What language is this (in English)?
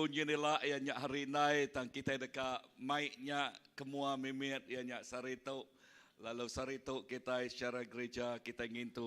Iban